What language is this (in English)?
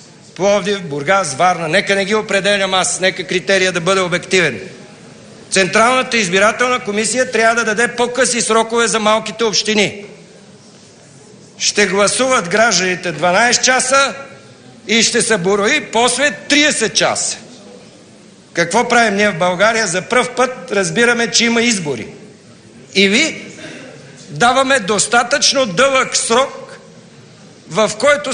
Bulgarian